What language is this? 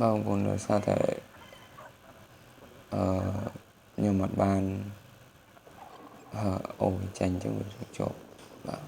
Khmer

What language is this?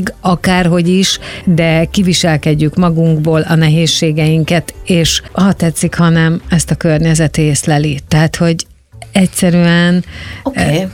Hungarian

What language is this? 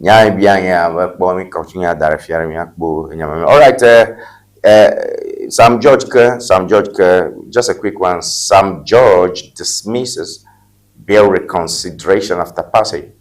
Ewe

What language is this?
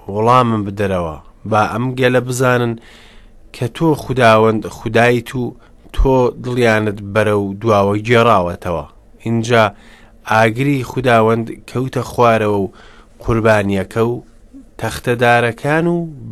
Central Kurdish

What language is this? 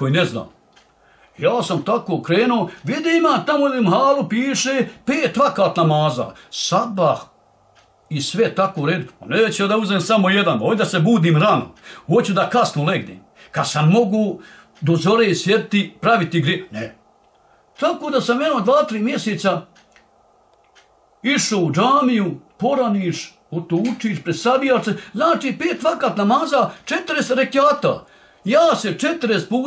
Bosnian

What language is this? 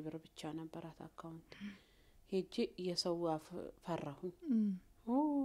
Amharic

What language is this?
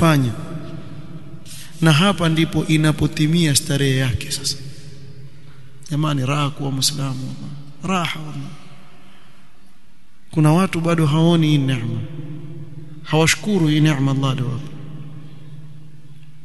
Swahili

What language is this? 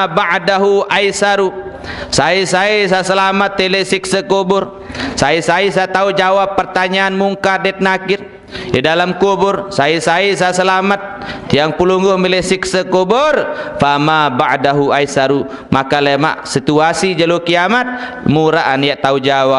Sasak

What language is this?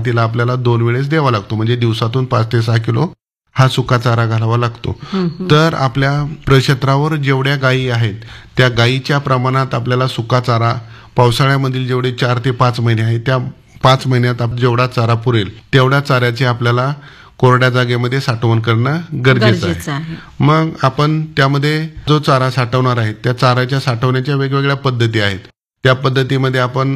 Marathi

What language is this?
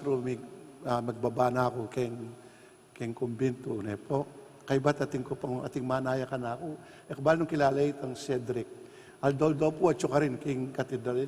Pampanga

